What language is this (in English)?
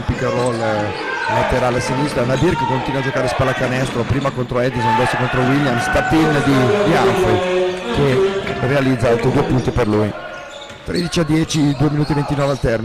Italian